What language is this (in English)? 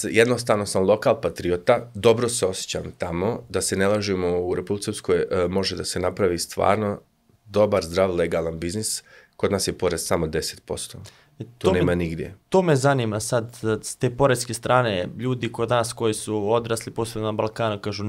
Serbian